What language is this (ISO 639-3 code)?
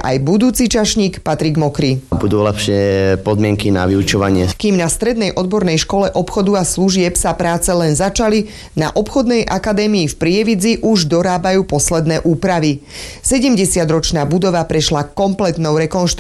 slk